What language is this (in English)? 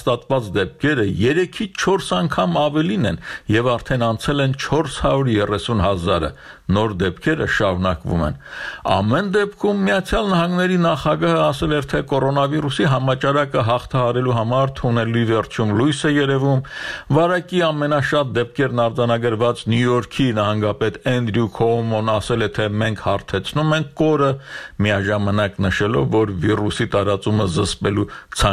Armenian